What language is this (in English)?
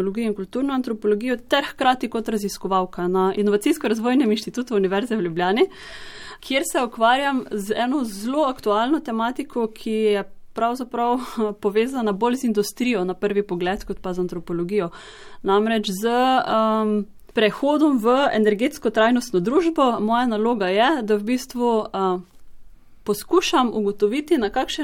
Slovenian